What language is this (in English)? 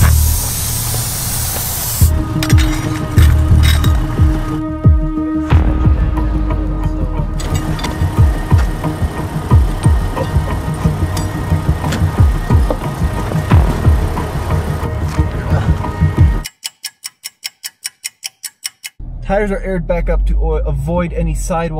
English